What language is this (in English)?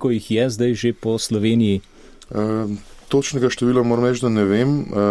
Slovenian